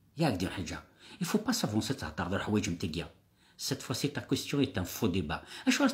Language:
Kabyle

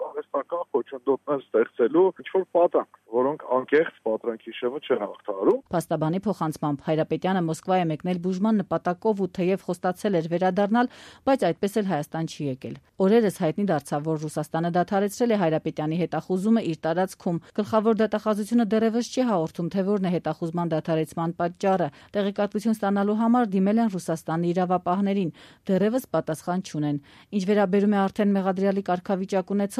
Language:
Armenian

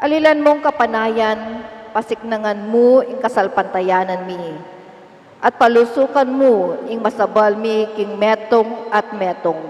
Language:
Pampanga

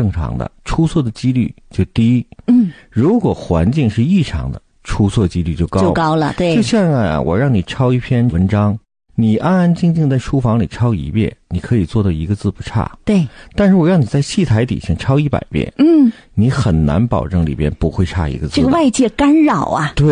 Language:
Chinese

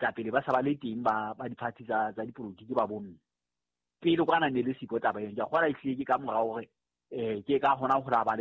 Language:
Southern Sotho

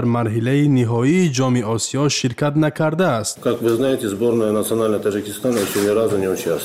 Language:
Tajik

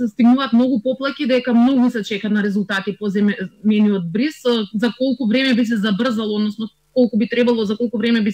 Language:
Macedonian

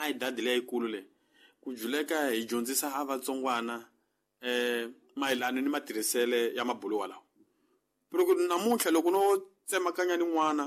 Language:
Tsonga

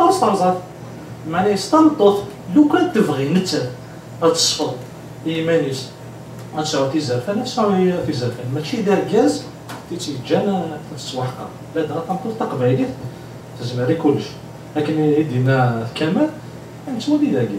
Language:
Kabyle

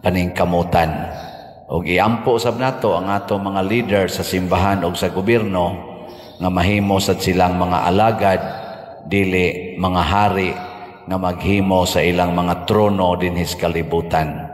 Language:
Cebuano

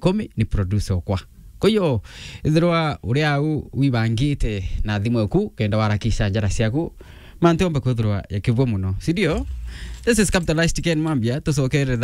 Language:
Meru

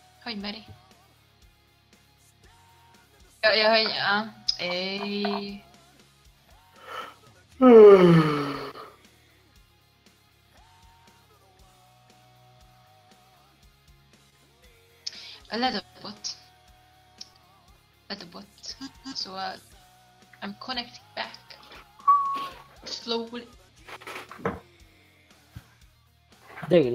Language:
Hungarian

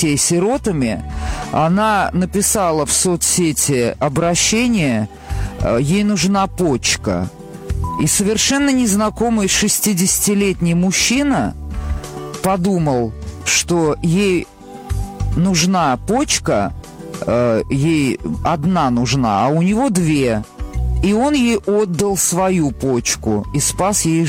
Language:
Russian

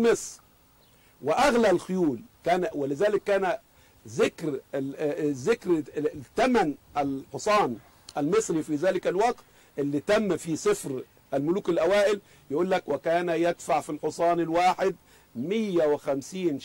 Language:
Egyptian Arabic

